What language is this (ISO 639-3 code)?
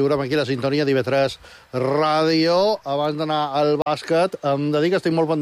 cat